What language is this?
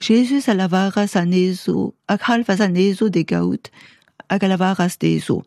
Breton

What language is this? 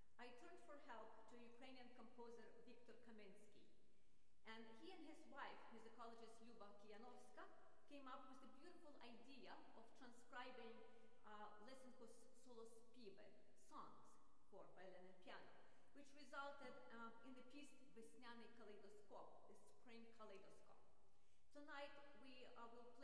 English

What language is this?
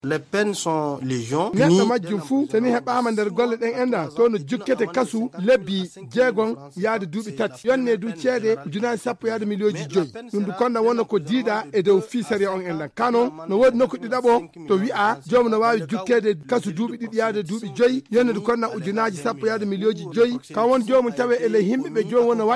Fula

